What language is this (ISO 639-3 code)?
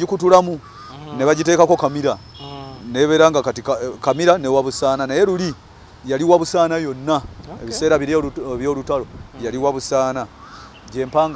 lug